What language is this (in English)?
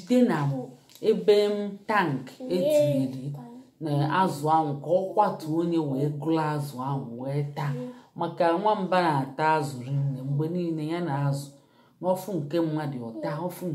Igbo